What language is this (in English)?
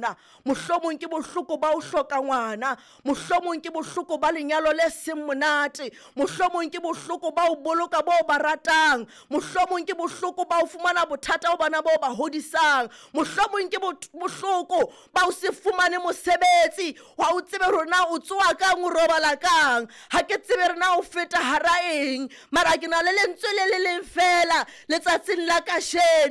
Southern Sotho